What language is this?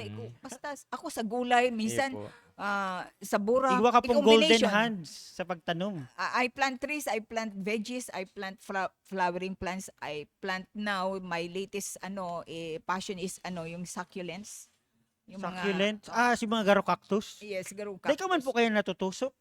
Bikol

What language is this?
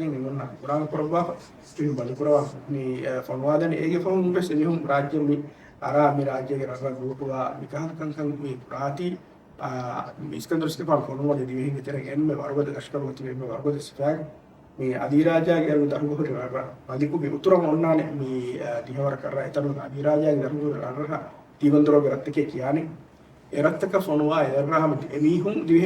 Divehi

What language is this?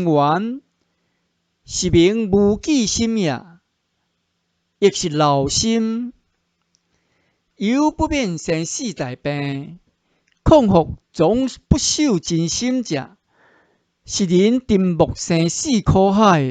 Min Nan Chinese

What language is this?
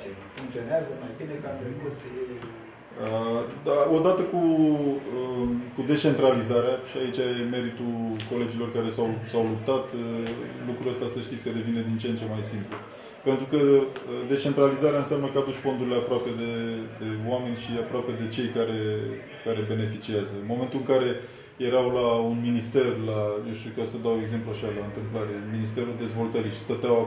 Romanian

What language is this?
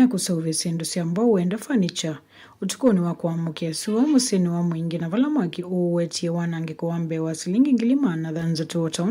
Kamba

